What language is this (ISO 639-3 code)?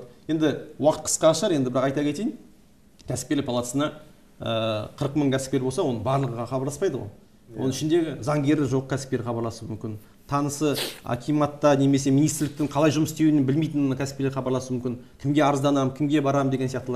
kaz